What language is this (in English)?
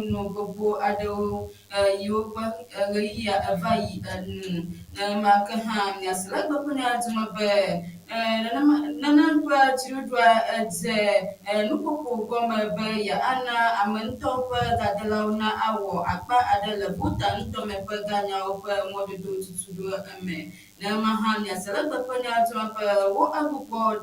Ewe